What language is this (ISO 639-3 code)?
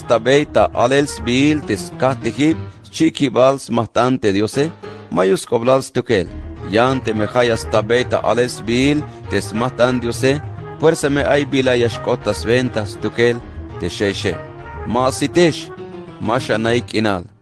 tzh